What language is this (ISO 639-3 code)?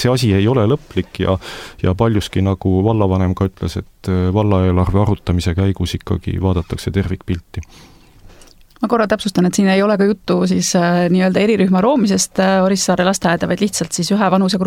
est